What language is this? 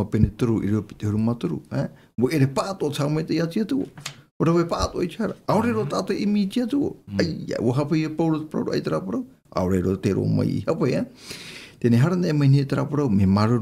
Tahitian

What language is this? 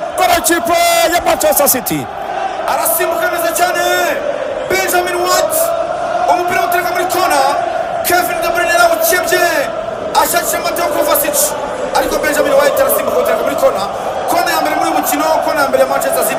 Kinyarwanda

